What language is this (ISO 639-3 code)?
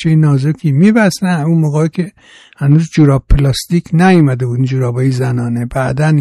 fas